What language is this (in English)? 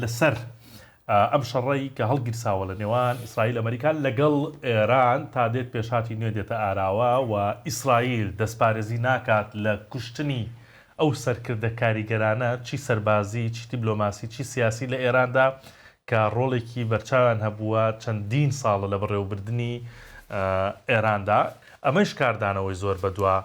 Central Kurdish